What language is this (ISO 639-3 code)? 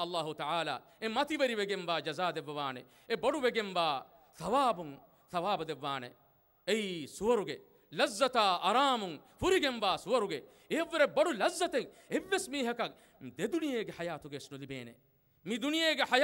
div